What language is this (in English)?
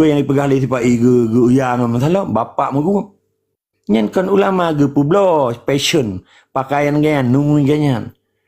Achinese